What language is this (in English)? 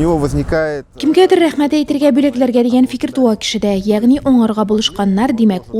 Tatar